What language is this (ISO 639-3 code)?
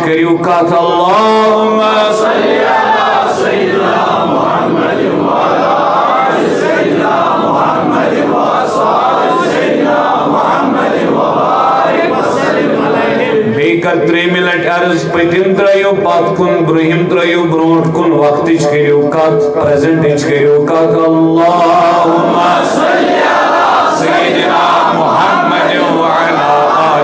kas